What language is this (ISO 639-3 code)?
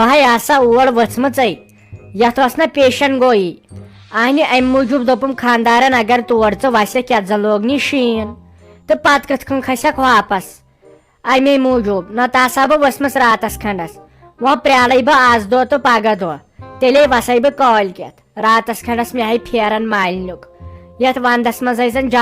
kas